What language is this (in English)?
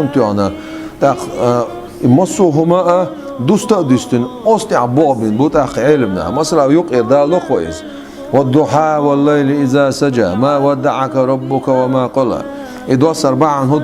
Chechen